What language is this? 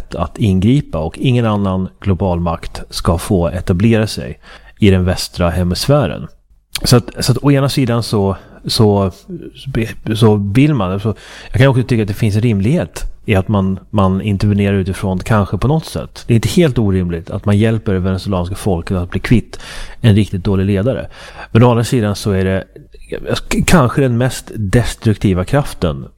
Swedish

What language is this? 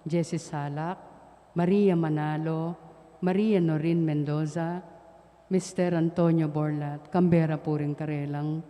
Pampanga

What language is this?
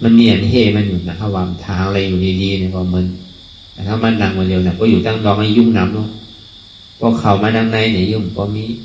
Shan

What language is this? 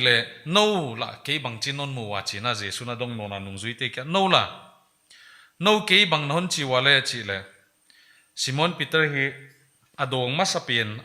Paite Chin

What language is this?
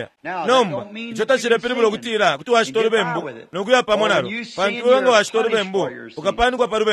Bemba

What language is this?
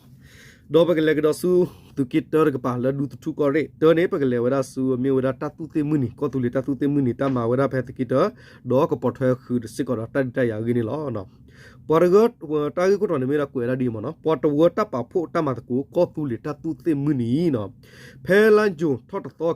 S'gaw Karen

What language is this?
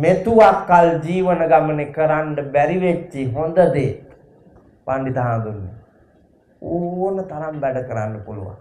Sinhala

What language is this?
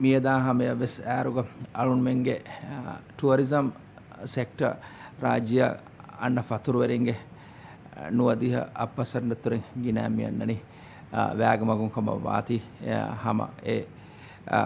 Divehi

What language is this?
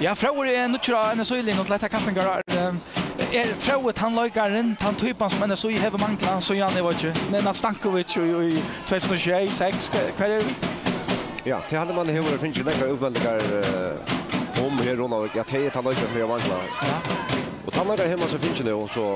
Faroese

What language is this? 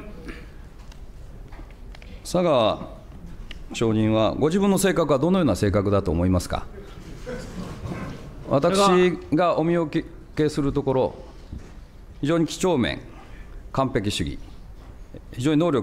Japanese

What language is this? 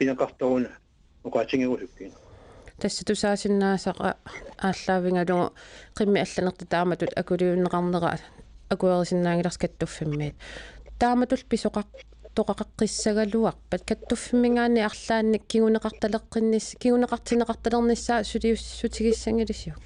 Kalaallisut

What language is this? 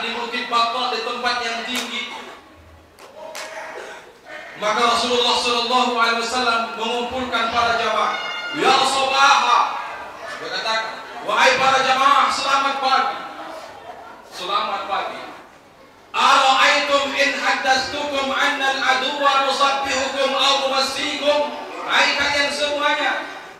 Indonesian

